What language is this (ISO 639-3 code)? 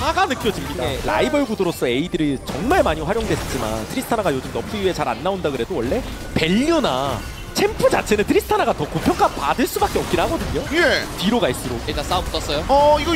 kor